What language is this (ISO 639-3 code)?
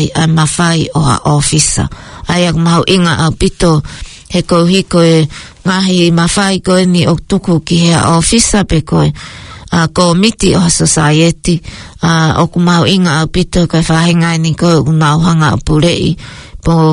ton